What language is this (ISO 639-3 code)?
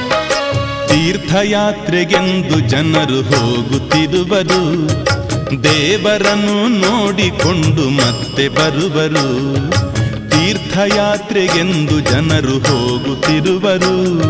kan